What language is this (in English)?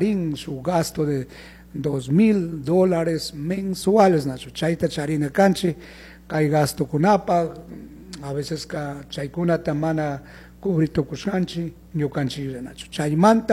Chimborazo Highland Quichua